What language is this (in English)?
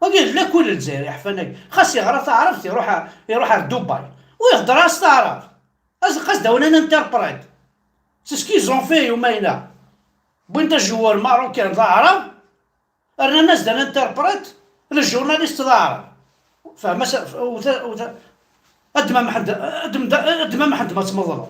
Kabyle